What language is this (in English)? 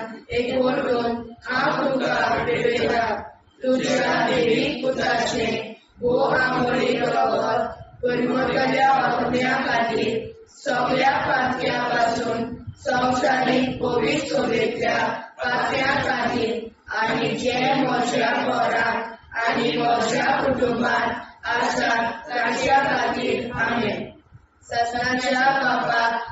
Konkani